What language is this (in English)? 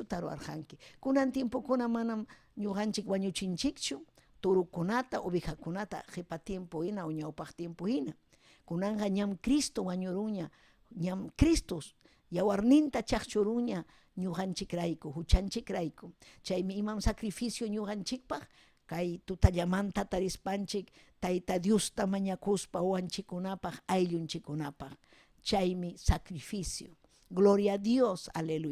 Ayacucho Quechua